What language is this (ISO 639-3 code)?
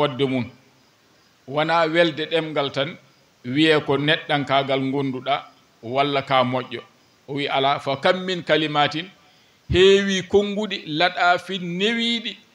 ful